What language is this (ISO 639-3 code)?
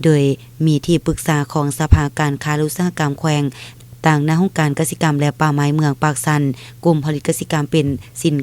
lao